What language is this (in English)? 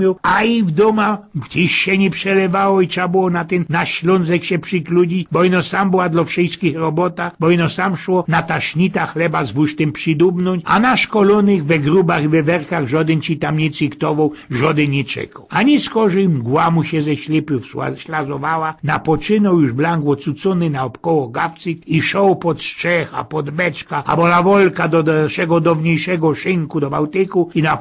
Silesian